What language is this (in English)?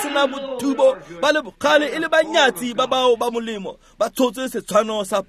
Tswana